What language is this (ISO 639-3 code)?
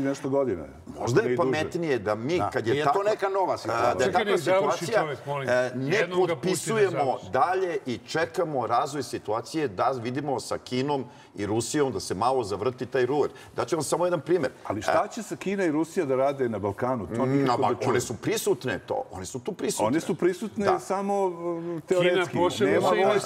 srp